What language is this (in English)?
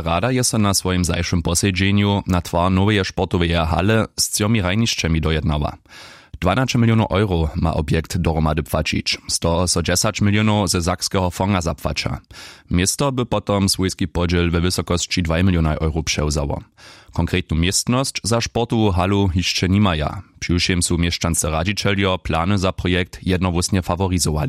Upper Sorbian